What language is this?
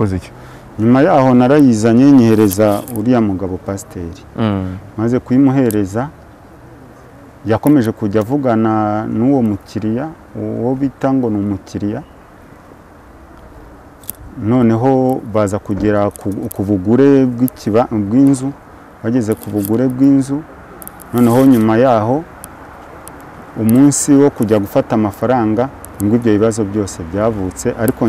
Kinyarwanda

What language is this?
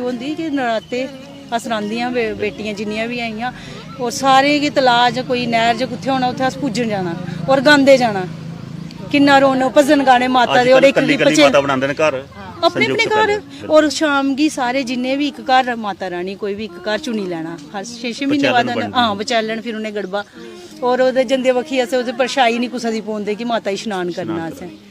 Dogri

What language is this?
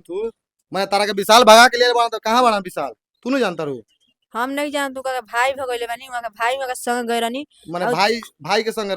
Bhojpuri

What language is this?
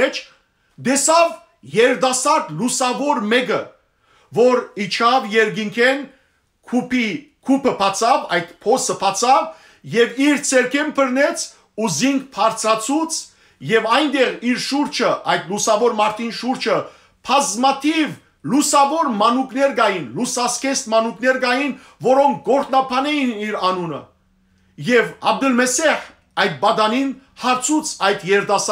Western Armenian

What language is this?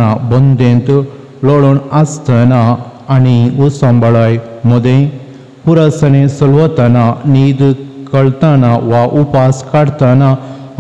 Konkani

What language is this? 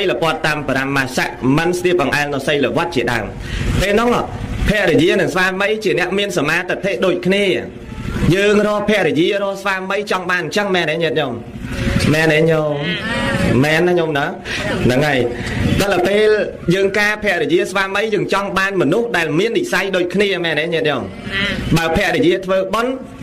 Khmer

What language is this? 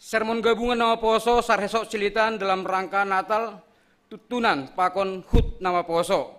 Batak Simalungun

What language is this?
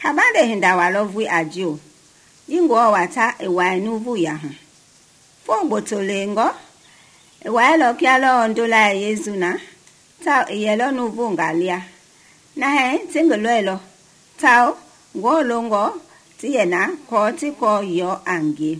Mende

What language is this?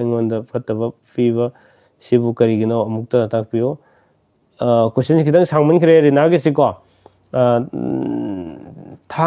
Manipuri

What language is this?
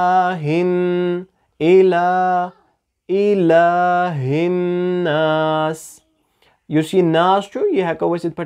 Kashmiri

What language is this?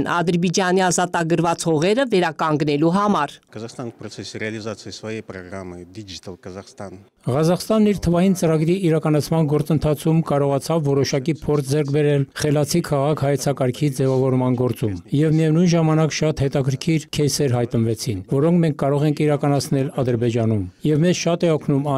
Armenian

